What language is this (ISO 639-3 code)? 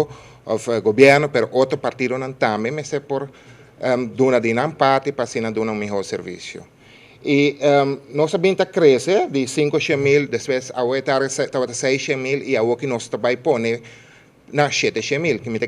pap